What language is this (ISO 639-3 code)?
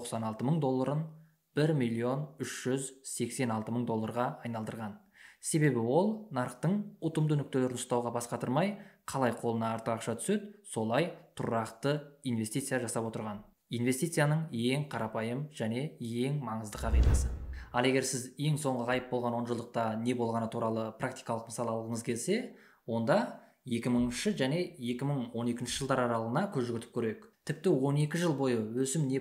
kaz